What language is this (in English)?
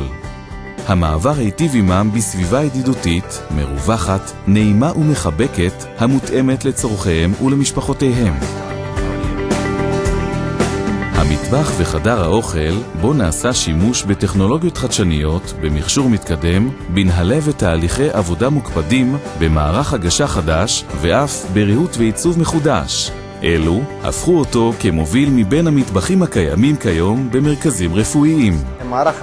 Hebrew